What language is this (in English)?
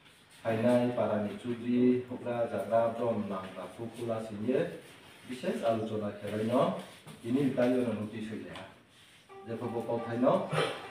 Riang (India)